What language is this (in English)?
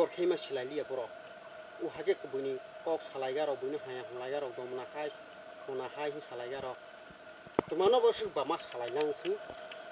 Kok Borok